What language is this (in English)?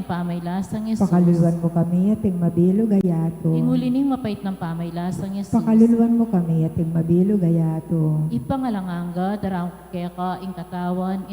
Pampanga